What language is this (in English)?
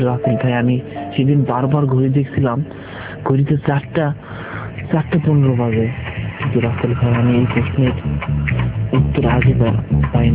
Bangla